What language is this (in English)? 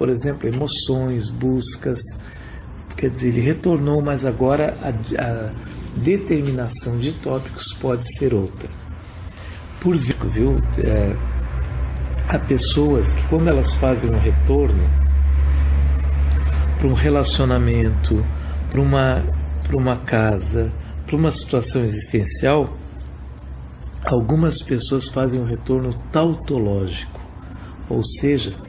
Portuguese